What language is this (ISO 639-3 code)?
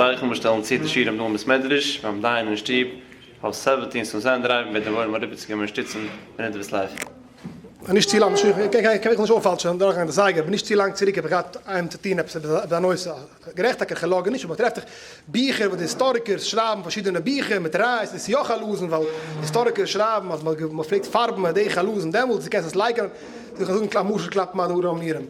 yid